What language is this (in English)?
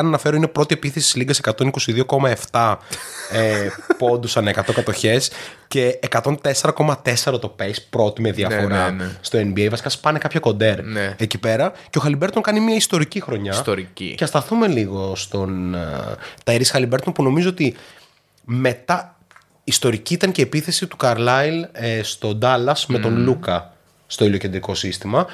Greek